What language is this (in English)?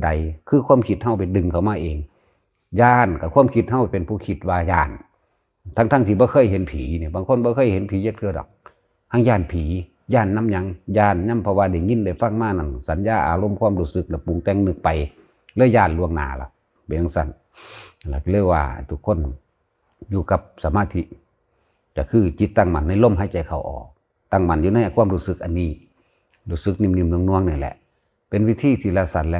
Northeastern Thai